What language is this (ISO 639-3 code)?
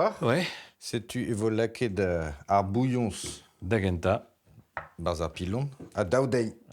bre